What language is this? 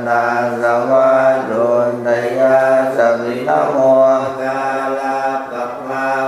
Pali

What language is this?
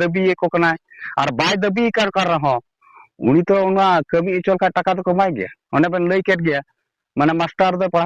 Santali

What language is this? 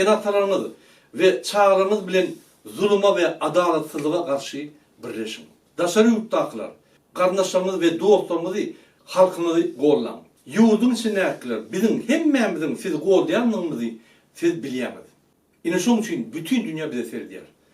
Turkmen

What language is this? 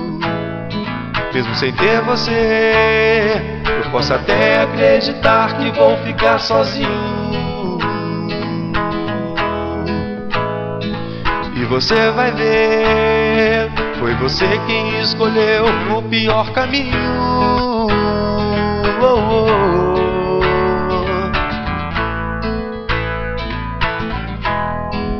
Portuguese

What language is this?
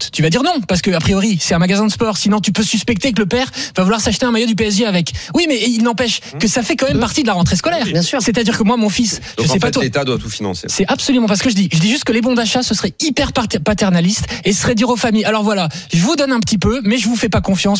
French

